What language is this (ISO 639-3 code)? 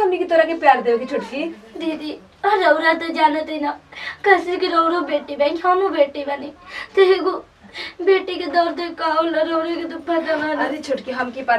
bho